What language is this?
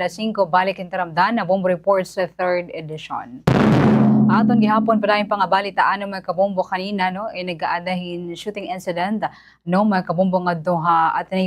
Waray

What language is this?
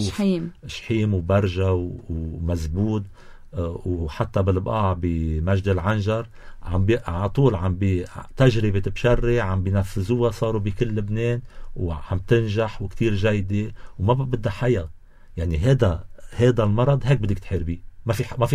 North Levantine Arabic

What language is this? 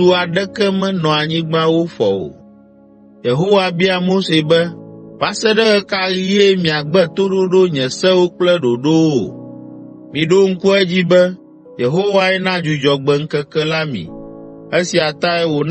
Ewe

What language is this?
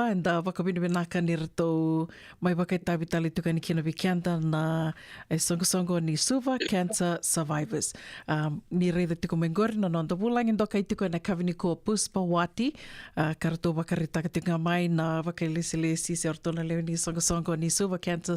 Fijian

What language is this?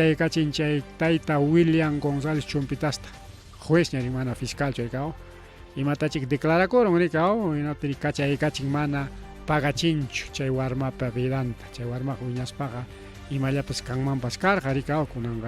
Ayacucho Quechua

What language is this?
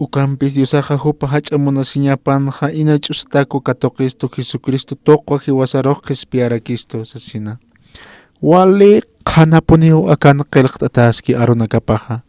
Aymara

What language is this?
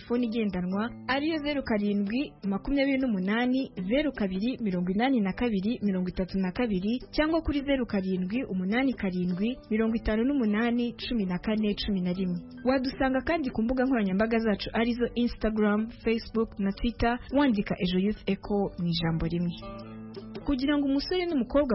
Kinyarwanda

